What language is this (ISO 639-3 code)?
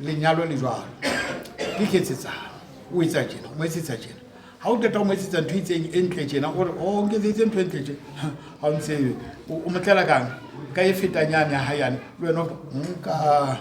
sot